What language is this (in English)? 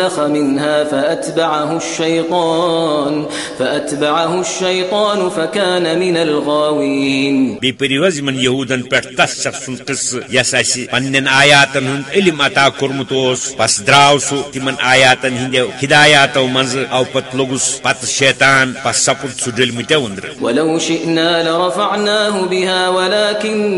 Kashmiri